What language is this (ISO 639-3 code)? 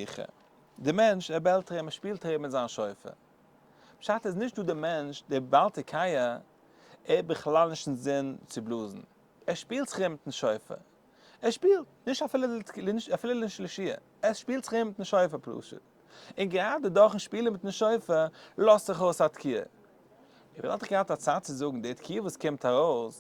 yid